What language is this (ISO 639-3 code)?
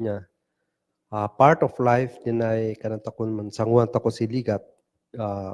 kne